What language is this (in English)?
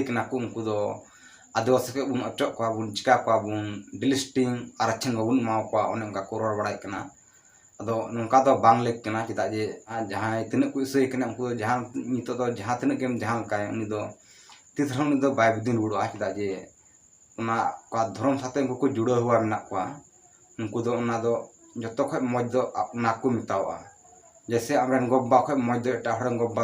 Santali